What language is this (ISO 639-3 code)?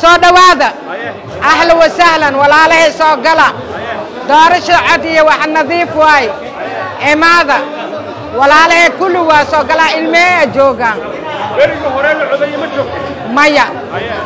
som